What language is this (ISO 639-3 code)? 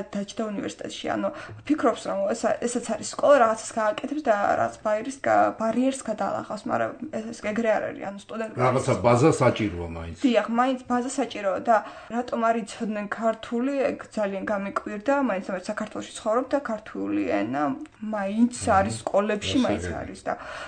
kat